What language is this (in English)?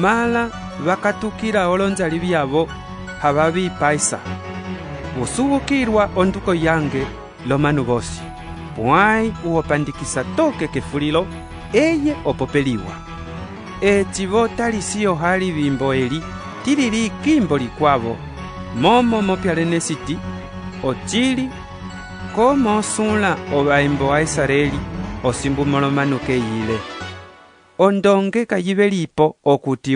Umbundu